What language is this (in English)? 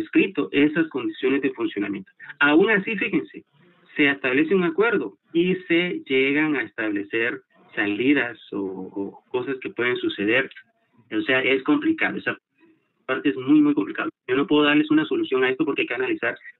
Spanish